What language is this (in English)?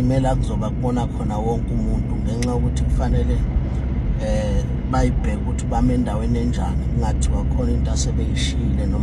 Zulu